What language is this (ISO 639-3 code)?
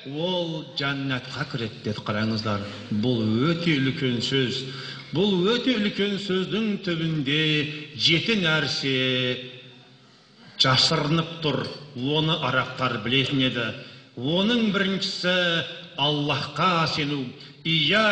kaz